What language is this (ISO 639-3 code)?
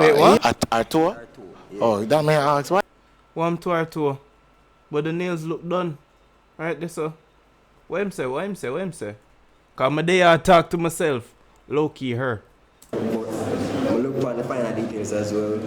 jam